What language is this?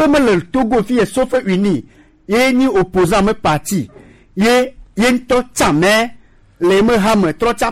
Gen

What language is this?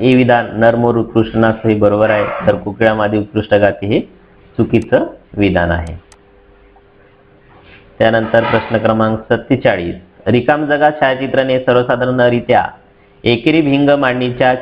Marathi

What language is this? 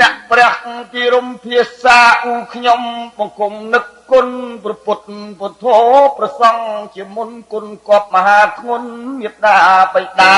Khmer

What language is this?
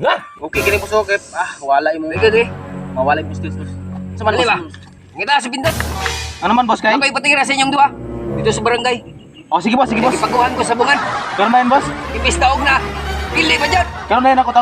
Cebuano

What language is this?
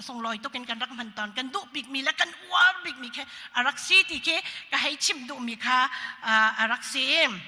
Hakha Chin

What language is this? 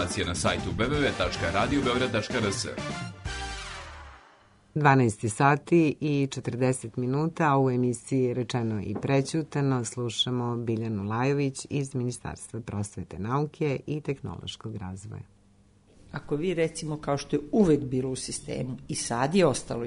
Serbian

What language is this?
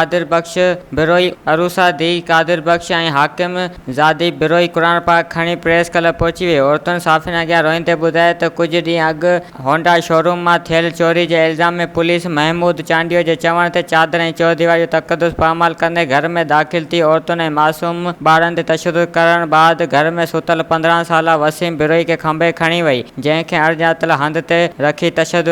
Sindhi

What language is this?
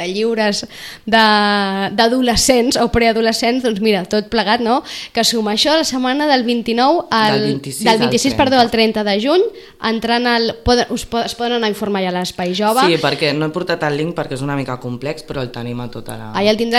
Catalan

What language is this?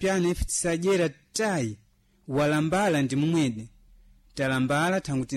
Sena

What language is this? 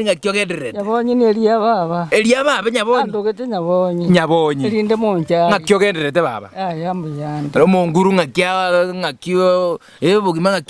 Gusii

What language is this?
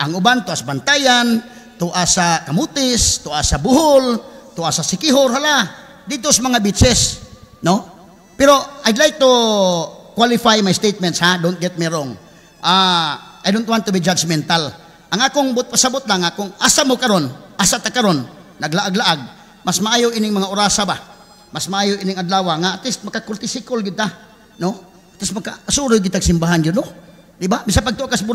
Cebuano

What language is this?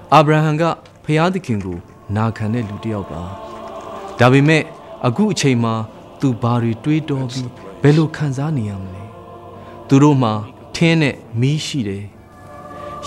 Burmese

